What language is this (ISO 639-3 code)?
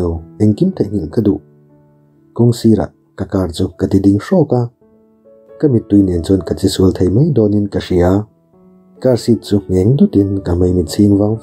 lus